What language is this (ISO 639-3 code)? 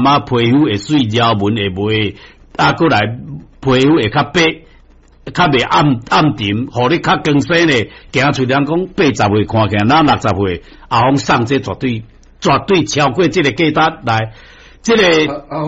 nan